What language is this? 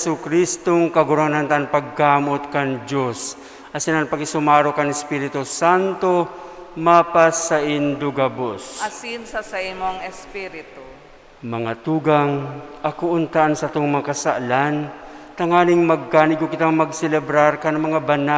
Bikol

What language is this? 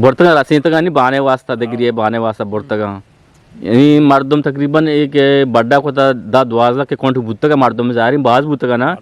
Eastern Balochi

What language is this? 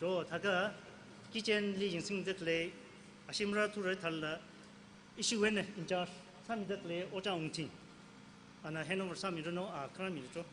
Tangkhul Naga (India)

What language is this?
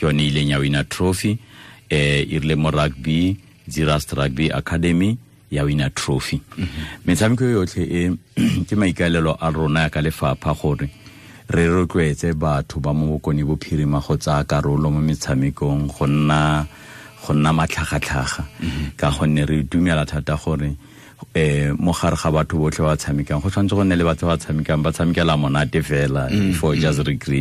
Tswana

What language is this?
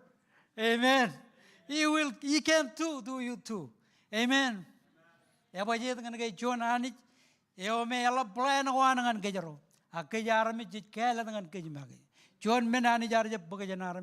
Marshallese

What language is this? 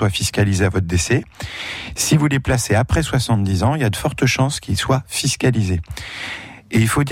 French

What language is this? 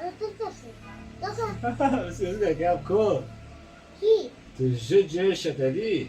Kurdish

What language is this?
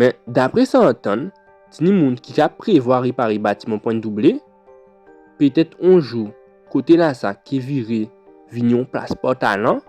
Guadeloupean Creole French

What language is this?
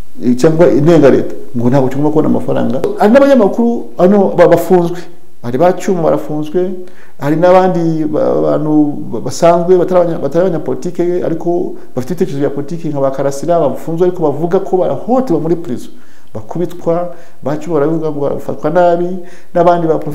Kinyarwanda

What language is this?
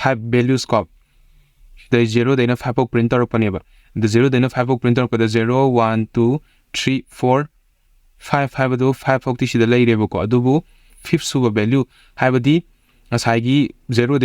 Manipuri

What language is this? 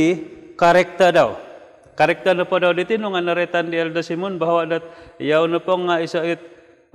Central Dusun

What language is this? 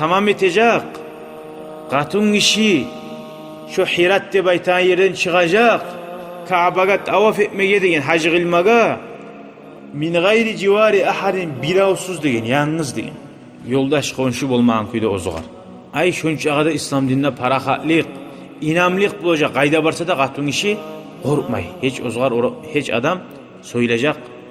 Kumyk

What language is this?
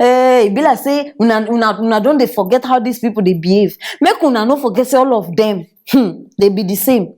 Nigerian Pidgin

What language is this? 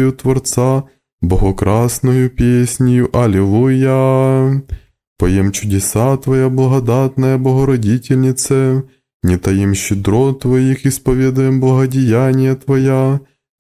Russian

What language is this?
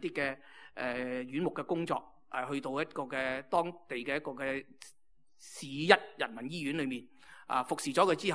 Cantonese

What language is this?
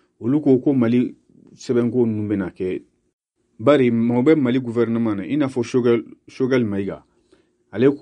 Bambara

